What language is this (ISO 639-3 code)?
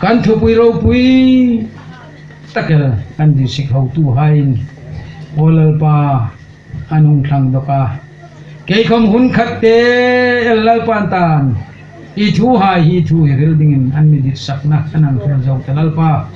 hmr